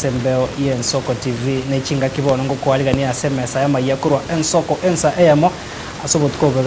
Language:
Gusii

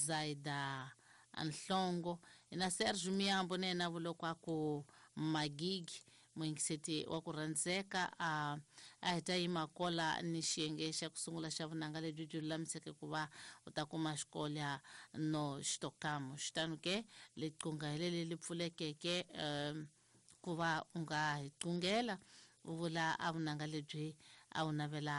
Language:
Tsonga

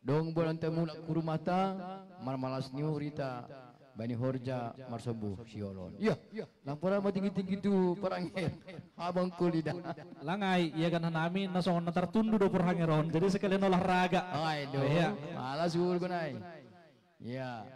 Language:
Batak Simalungun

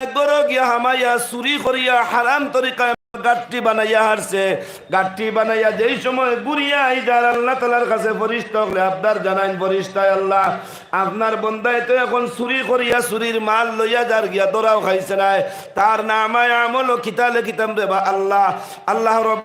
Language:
Sylheti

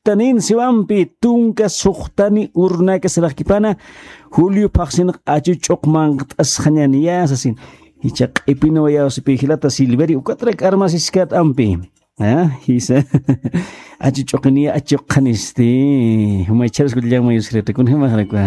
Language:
Aymara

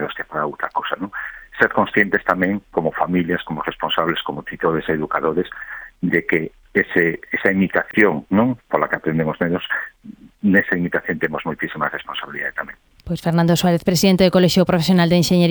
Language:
Galician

